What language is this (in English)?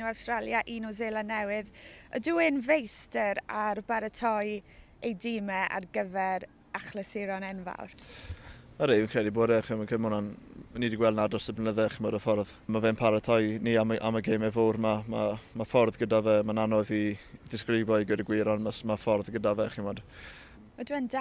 Welsh